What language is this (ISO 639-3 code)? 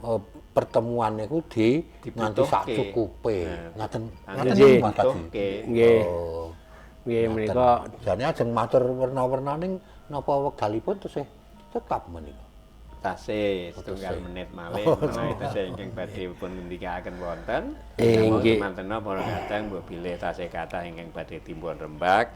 jav